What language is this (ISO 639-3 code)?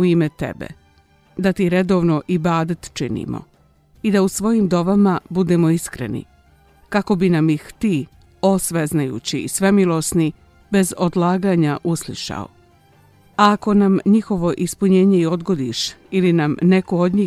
bos